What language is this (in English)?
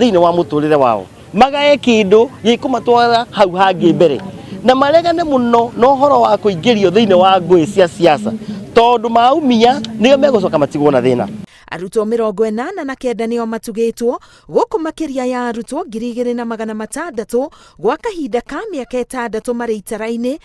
Kikuyu